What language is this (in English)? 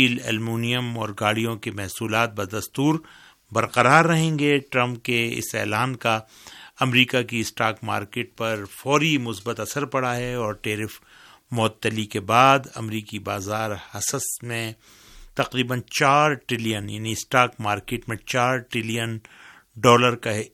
Urdu